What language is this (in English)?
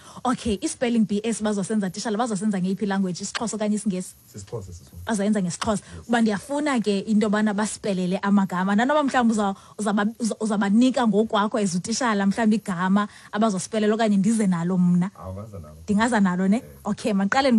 Xhosa